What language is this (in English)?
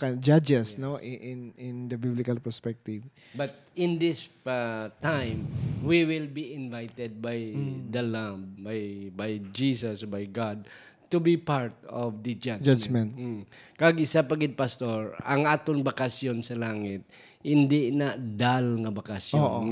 Hiligaynon